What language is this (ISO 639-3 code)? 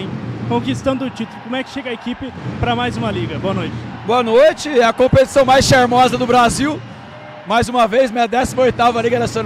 por